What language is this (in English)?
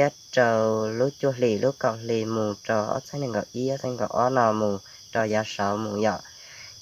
Hmong